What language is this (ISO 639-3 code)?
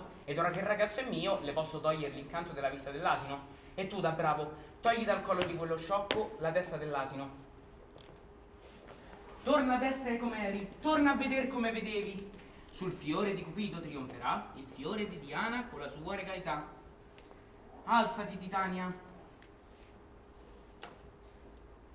ita